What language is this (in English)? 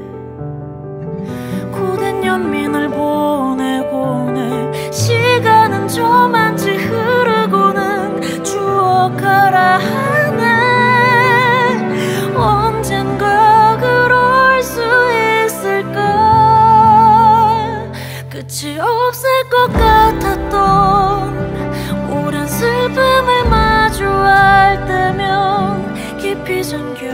Korean